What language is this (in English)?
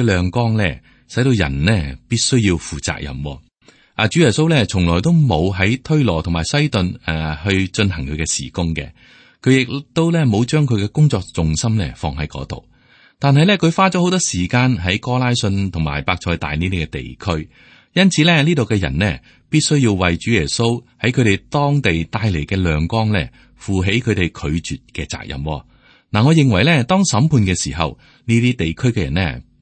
Cantonese